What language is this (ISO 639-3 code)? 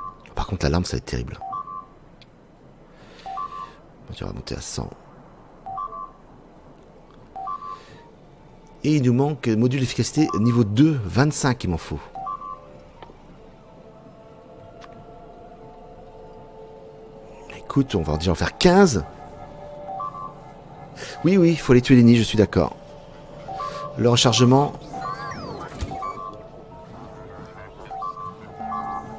fra